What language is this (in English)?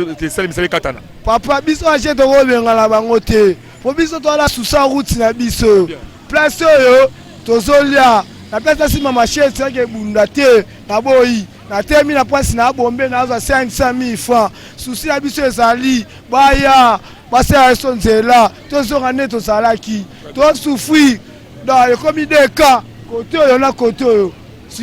Lingala